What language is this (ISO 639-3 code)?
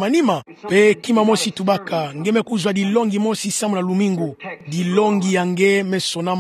ktu